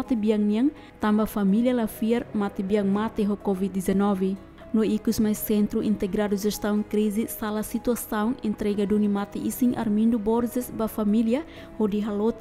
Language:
Tetum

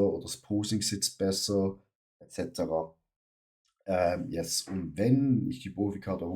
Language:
Swiss German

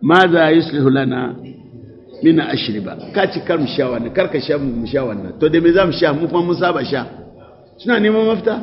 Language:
Hausa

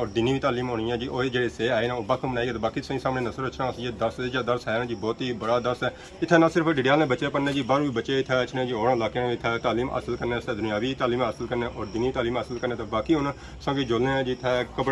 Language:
Pahari-Potwari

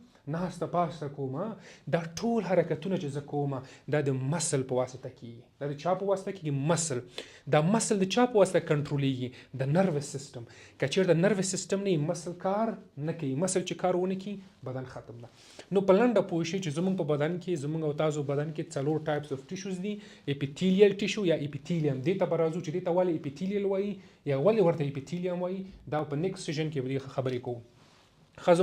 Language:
Pashto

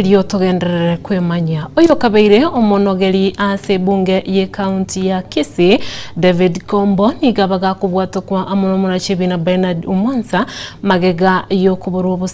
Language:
Gusii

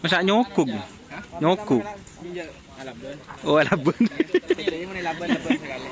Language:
Madurese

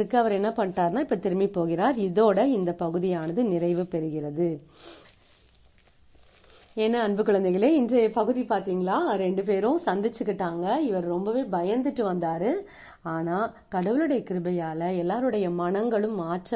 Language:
Tamil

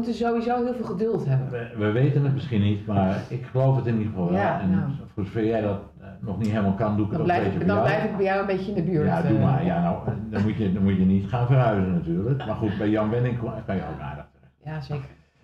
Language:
Dutch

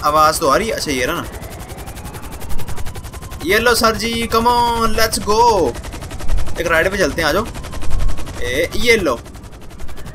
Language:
Hindi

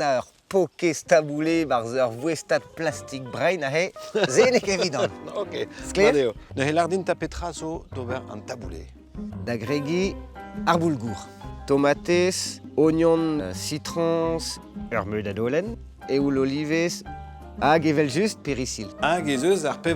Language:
Breton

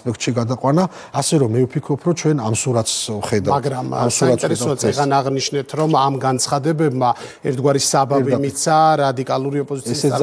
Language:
Georgian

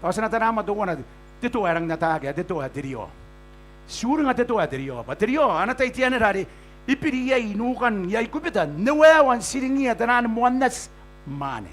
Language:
Gilbertese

